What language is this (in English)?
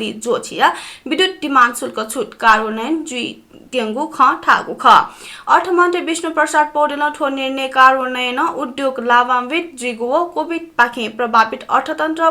Newari